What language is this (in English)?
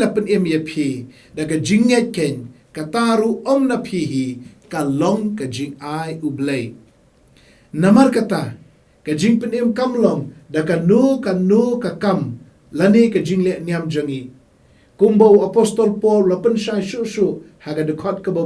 Khasi